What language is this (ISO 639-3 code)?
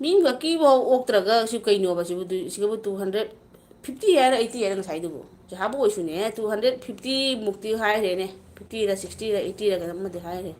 mni